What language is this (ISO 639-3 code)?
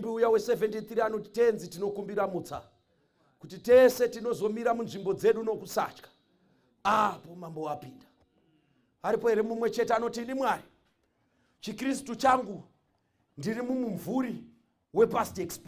sna